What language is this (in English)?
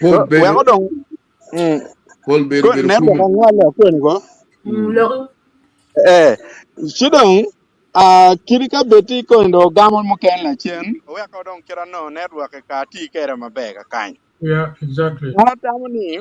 Acoli